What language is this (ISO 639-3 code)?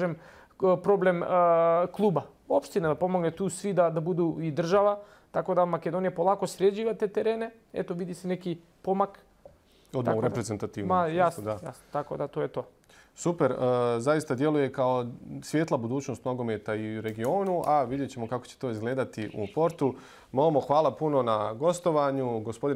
bos